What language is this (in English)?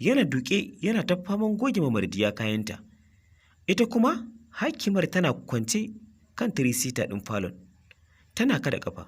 Hausa